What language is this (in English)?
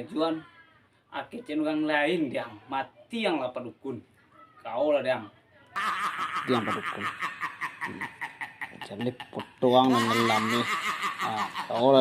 Minangkabau